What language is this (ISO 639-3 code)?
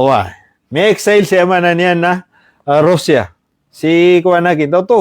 mrw